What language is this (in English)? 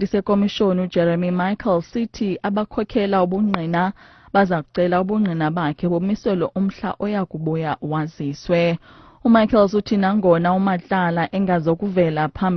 Xhosa